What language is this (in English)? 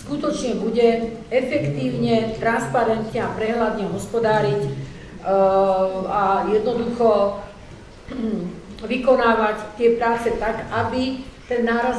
Slovak